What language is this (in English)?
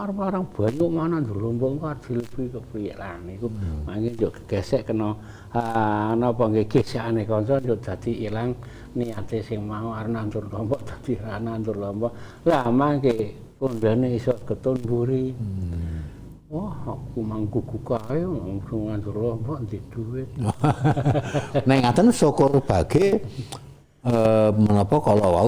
Javanese